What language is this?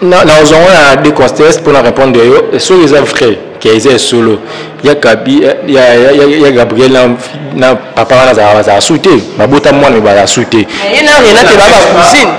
Lingala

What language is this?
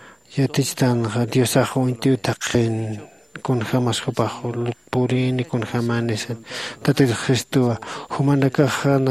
Aymara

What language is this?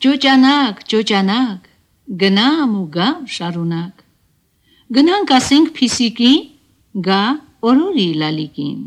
Armenian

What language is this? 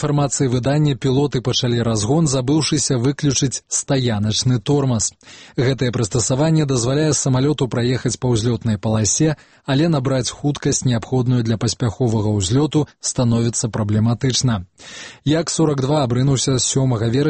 Belarusian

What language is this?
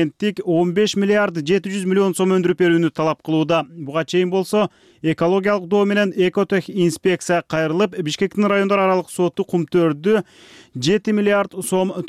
Kyrgyz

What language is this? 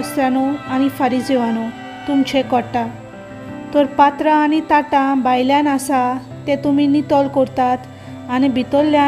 Konkani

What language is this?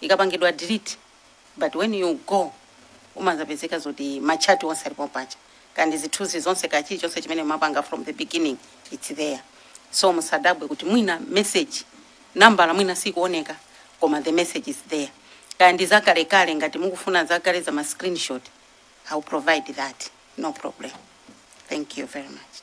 Nyanja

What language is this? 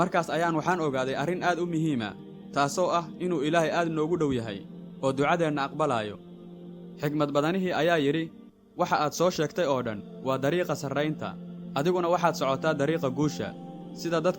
Somali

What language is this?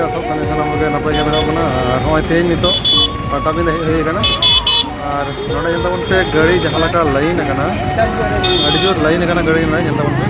Santali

